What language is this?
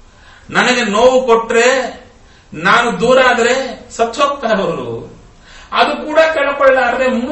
Kannada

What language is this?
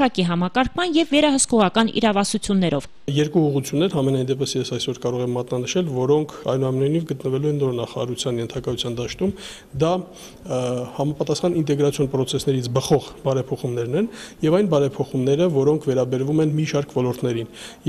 Armenian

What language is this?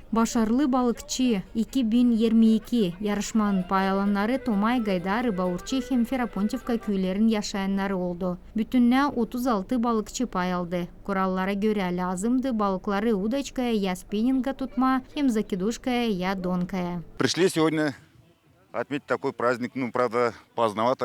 Gagauz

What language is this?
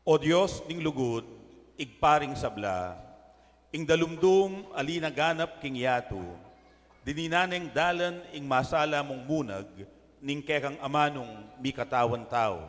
Pampanga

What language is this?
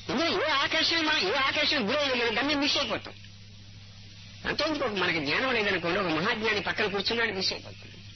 Telugu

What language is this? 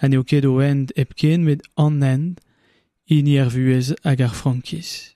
Breton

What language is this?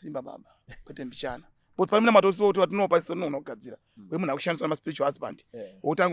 Shona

